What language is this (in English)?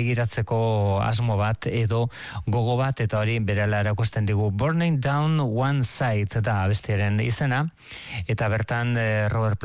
Basque